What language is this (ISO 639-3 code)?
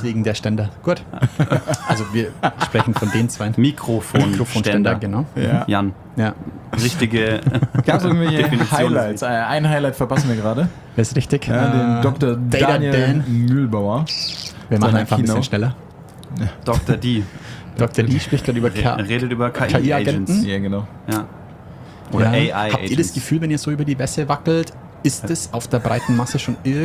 deu